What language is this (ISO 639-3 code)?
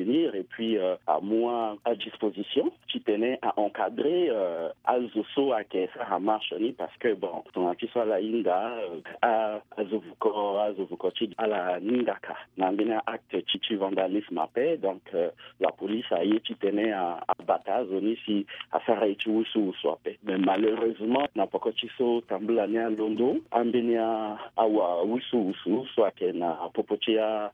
sag